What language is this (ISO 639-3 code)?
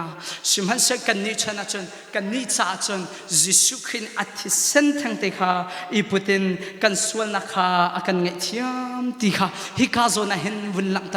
cnh